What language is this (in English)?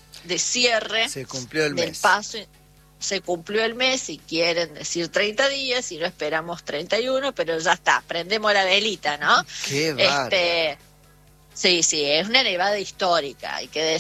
Spanish